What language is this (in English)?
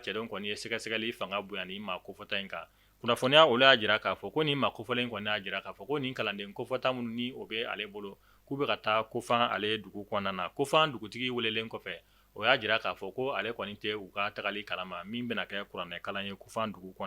Bambara